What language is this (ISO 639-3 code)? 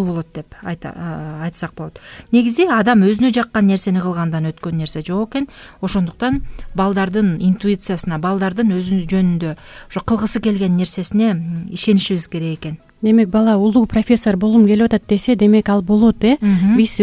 kir